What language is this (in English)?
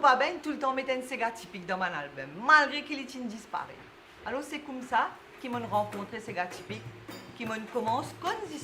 Morisyen